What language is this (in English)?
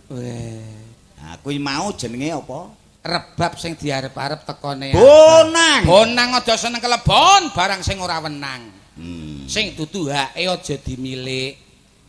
Javanese